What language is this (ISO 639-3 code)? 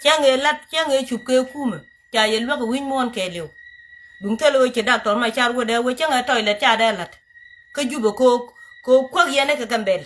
nus